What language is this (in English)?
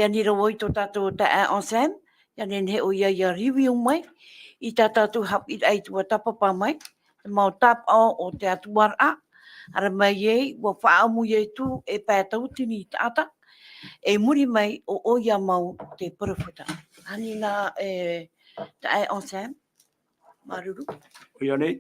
Tahitian